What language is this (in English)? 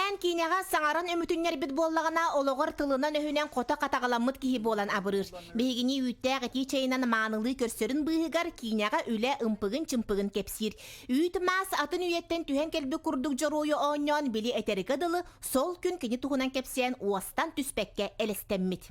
Yakut